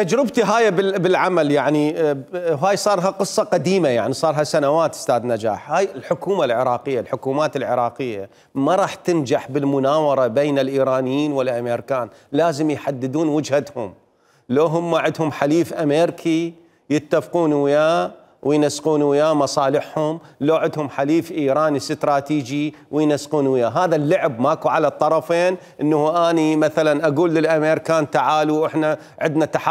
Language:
Mesopotamian Arabic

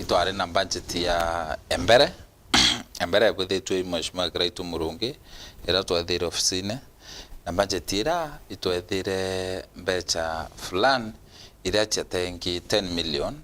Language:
Meru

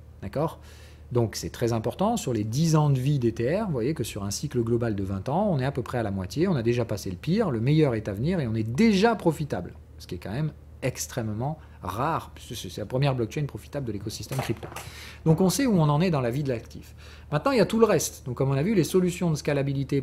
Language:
French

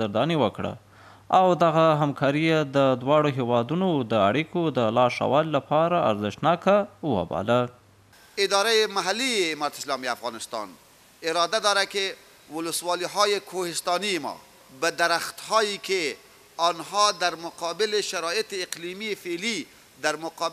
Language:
Pashto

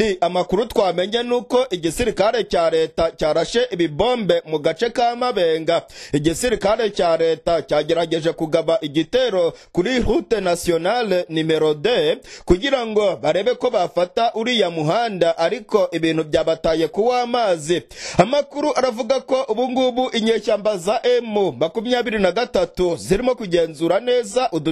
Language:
Kinyarwanda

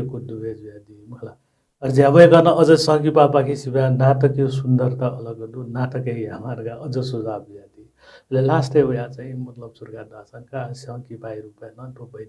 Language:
Newari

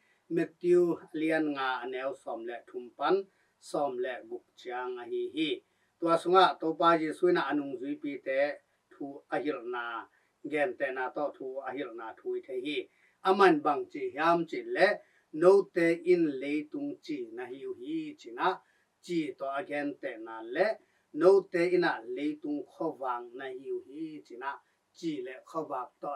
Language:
Tedim Chin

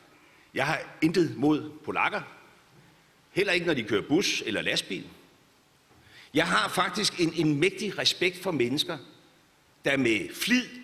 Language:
Danish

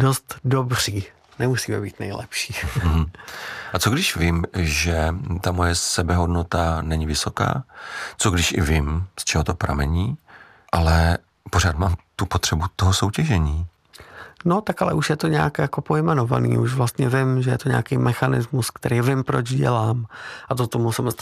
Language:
Czech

